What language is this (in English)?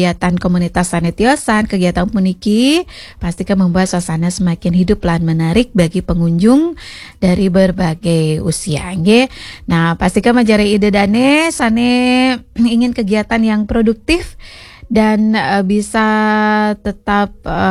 Balinese